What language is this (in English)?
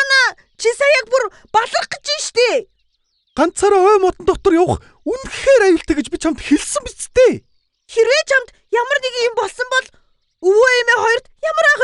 Mongolian